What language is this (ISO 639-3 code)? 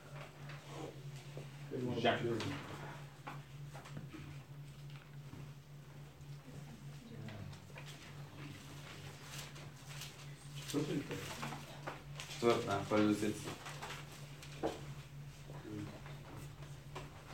bul